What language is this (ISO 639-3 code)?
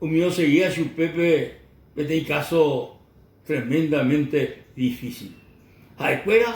grn